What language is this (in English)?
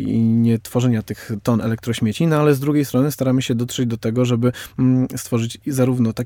Polish